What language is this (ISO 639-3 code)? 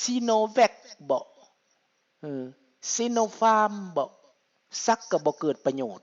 lao